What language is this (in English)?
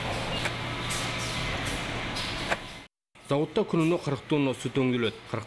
Kazakh